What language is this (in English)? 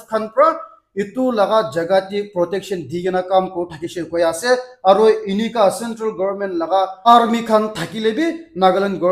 Naga Pidgin